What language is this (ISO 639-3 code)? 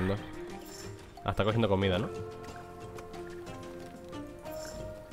spa